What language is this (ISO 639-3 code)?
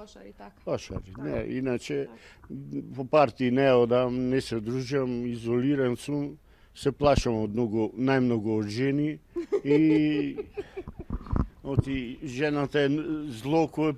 mkd